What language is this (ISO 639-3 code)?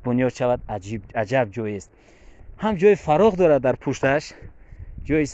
tgk